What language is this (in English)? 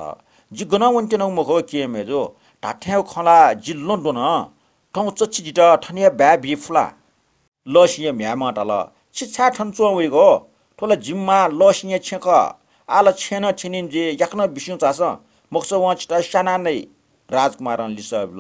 Newari